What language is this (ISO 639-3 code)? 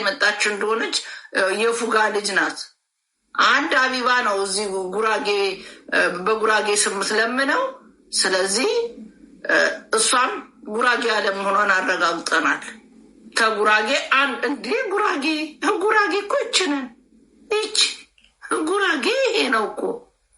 amh